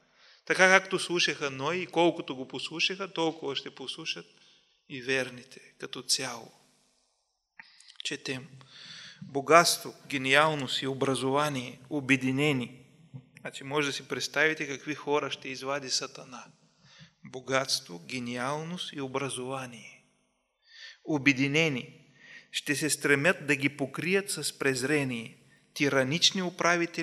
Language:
Bulgarian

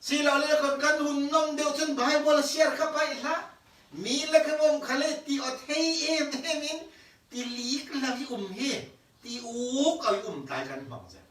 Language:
Falam Chin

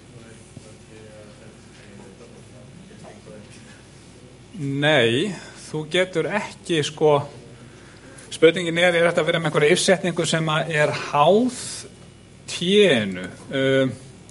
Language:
Icelandic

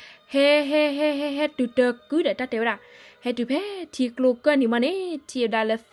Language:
S'gaw Karen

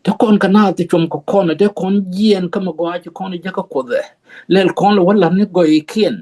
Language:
Nuer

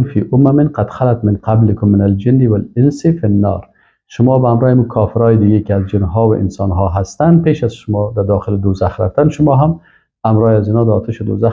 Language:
Persian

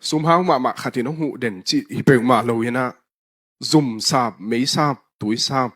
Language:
Tedim Chin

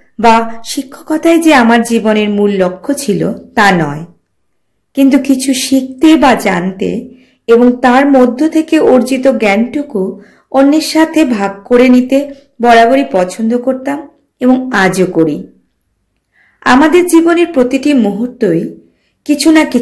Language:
Bangla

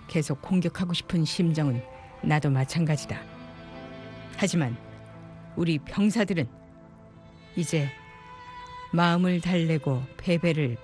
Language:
Korean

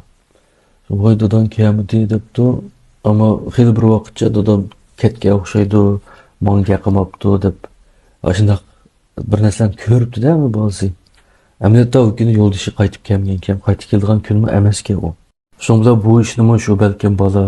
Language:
Uyghur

